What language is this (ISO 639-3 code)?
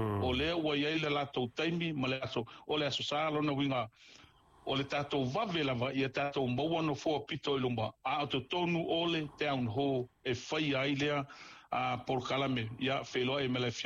smo